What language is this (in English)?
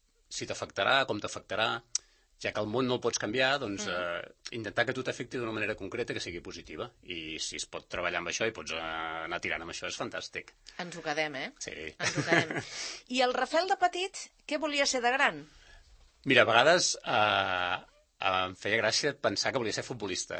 Catalan